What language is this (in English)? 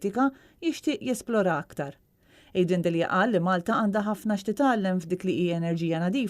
Maltese